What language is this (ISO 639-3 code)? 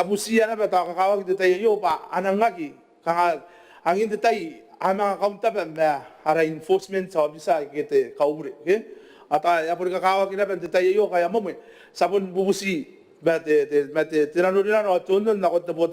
gil